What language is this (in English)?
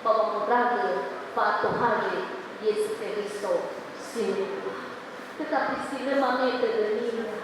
Nias